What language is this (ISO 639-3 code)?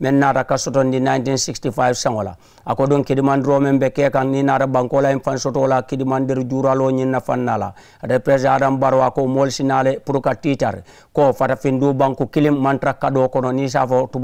man